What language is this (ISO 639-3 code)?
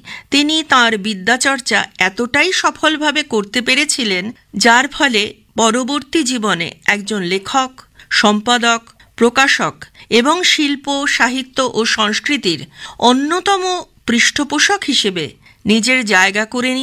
ben